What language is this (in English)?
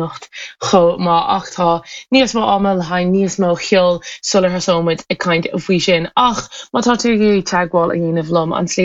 Irish